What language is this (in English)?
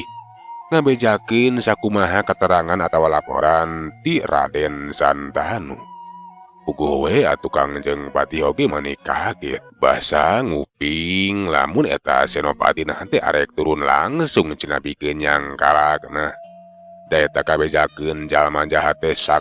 Sundanese